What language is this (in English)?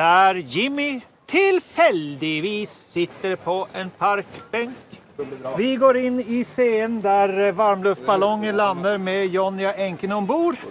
Norwegian